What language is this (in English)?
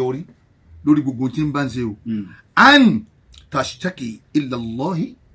Yoruba